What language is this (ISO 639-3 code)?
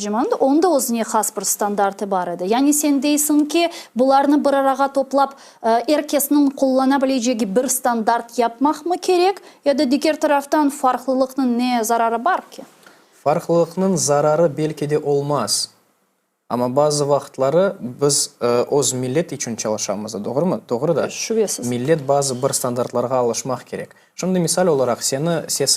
crh